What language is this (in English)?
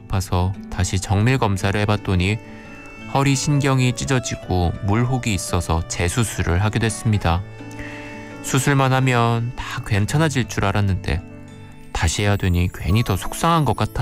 Korean